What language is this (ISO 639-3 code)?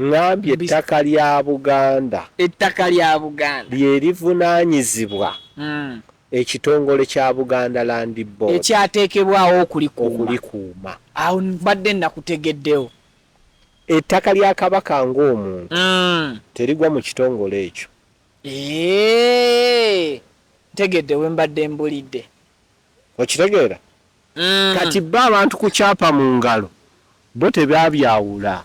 lug